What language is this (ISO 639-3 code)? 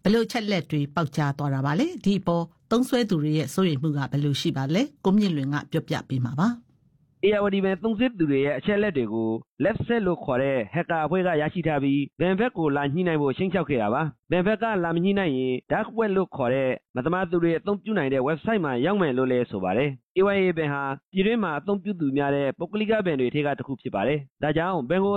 mya